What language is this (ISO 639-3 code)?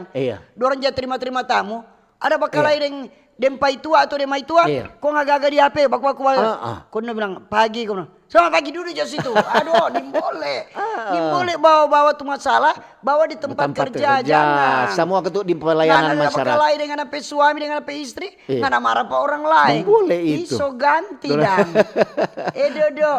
xmm